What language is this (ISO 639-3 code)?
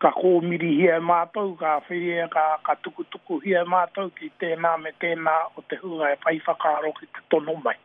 mri